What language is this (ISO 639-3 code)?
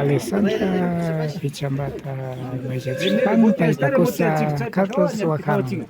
qvi